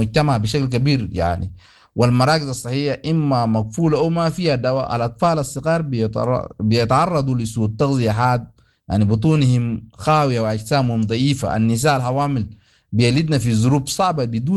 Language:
Sudanese Arabic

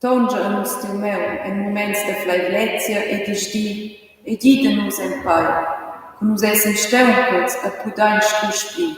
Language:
Romansh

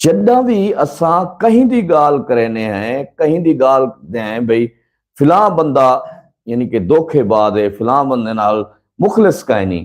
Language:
Saraiki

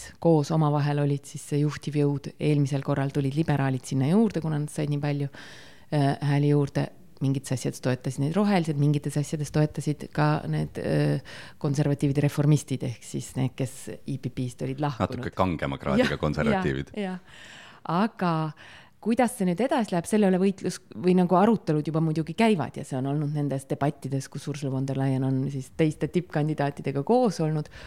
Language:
Estonian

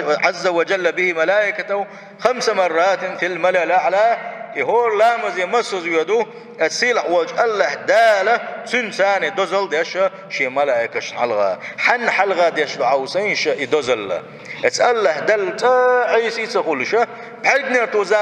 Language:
Chechen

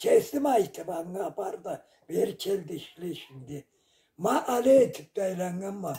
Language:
Karachay-Balkar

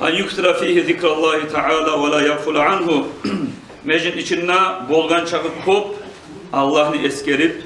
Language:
Kumyk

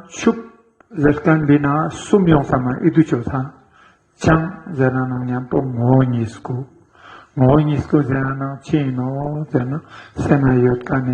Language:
Ladakhi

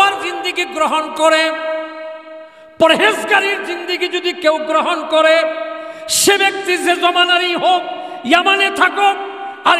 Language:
Bangla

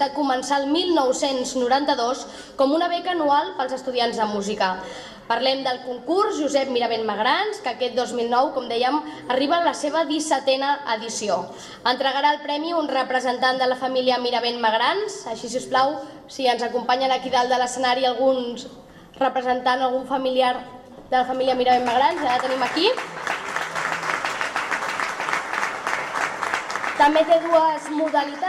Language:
Catalan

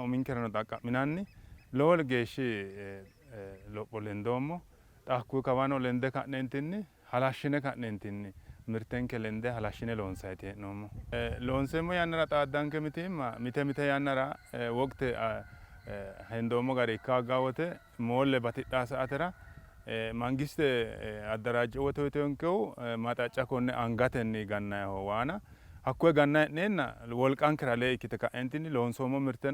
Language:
Sidamo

